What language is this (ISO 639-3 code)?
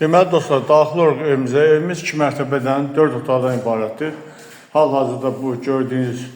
aze